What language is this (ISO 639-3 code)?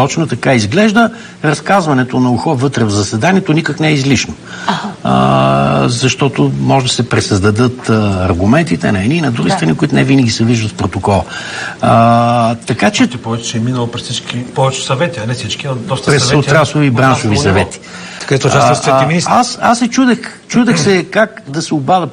bul